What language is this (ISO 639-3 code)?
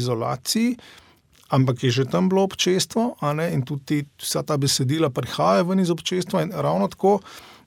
slv